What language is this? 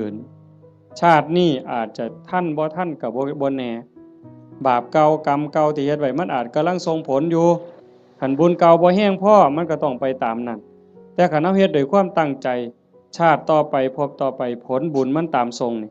Northeastern Thai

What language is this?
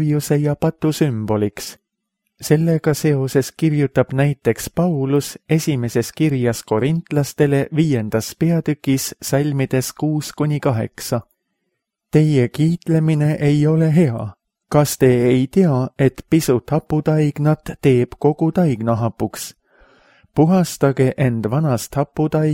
Estonian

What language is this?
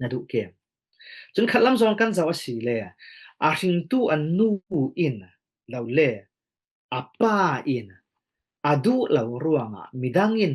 Falam Chin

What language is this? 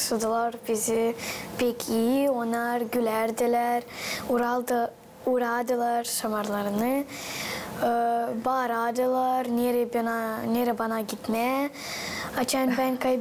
Gagauz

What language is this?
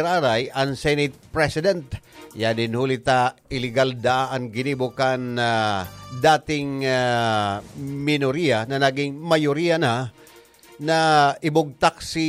Bikol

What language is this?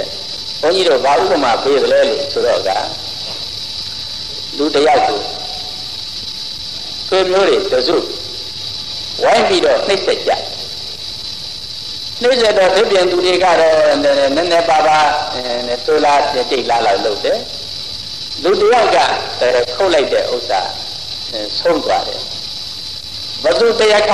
Burmese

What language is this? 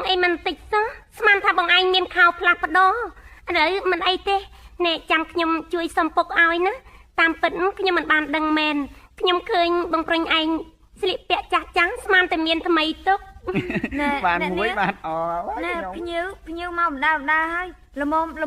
Khmer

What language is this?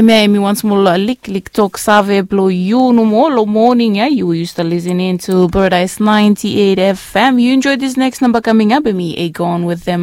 Bislama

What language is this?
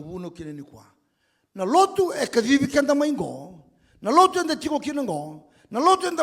Fijian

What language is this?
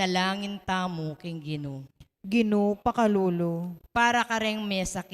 Pampanga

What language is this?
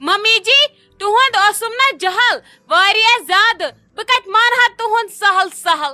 Kashmiri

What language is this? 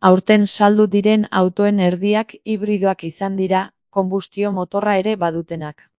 Basque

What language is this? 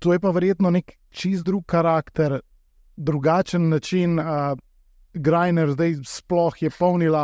Slovenian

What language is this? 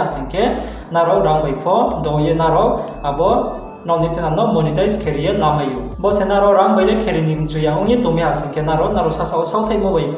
Riang (India)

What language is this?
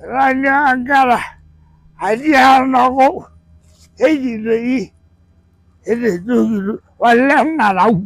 Masai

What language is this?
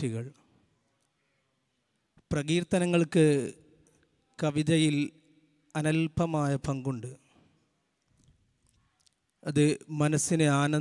Malayalam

